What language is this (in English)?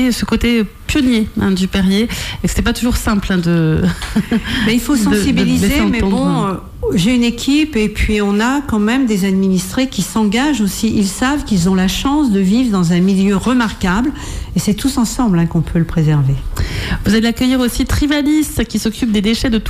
French